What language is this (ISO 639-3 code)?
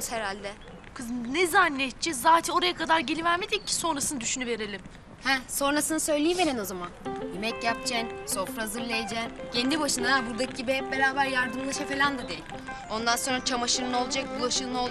tur